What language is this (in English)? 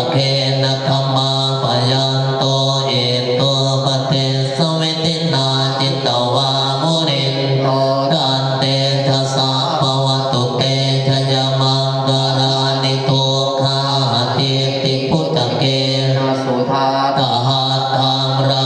Pali